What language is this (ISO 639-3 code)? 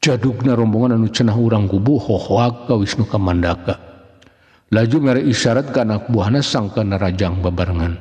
sun